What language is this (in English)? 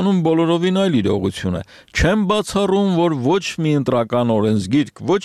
Armenian